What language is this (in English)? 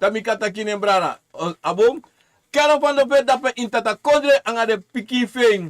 Sranan Tongo